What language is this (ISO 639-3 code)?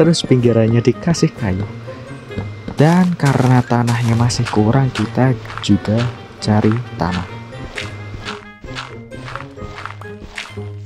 ind